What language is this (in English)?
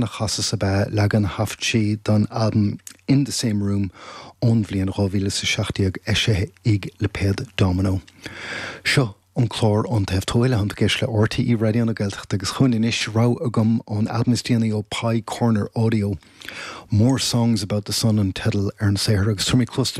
Irish